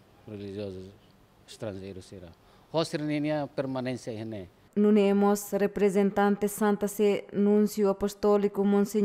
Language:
Tetum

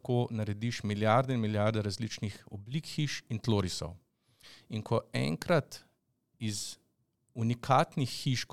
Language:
Slovenian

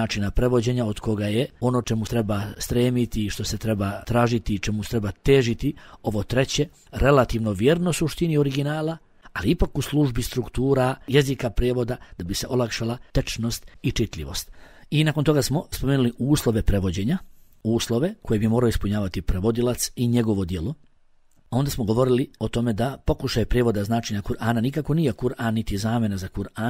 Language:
Bosnian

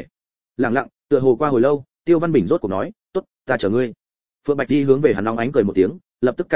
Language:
Vietnamese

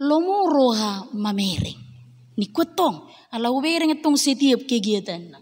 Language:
Batak Toba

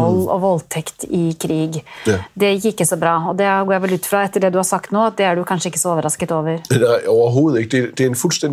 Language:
Danish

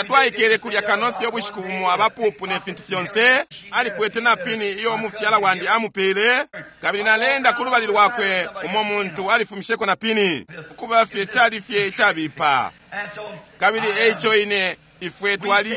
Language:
Bemba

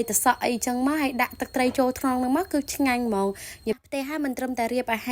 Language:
Khmer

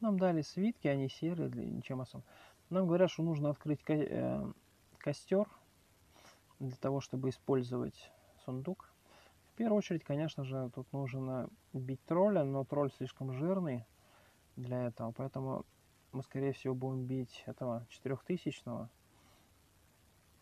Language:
Russian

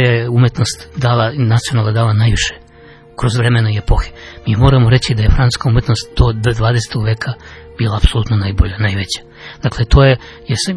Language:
Serbian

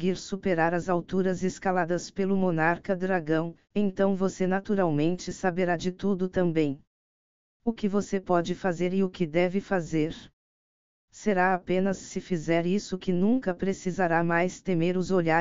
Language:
Portuguese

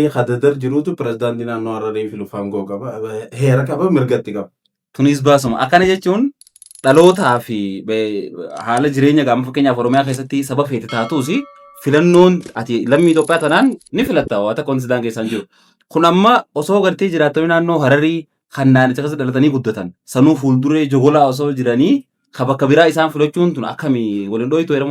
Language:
Oromo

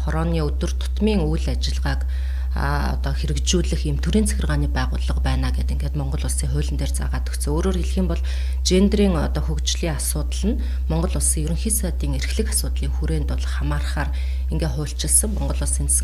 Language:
Mongolian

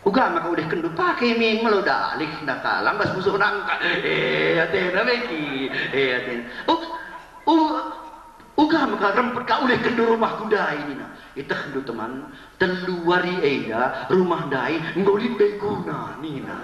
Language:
Batak Karo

